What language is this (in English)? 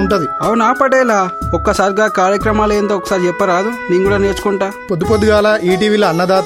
Telugu